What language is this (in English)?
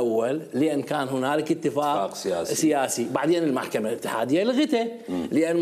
Mesopotamian Arabic